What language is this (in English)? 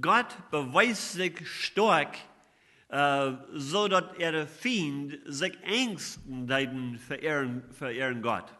Plautdietsch